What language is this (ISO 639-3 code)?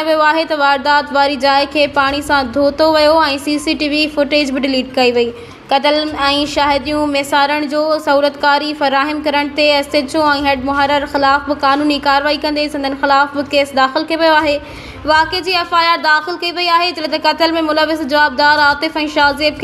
snd